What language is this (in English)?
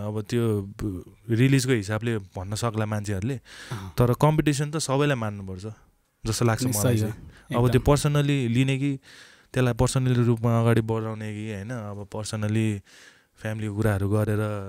Nepali